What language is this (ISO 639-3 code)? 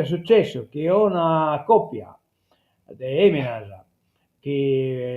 srd